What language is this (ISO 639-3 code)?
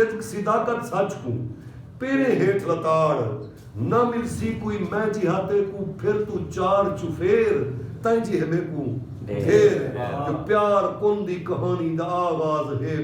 skr